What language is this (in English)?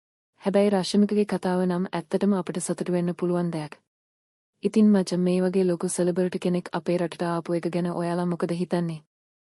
Sinhala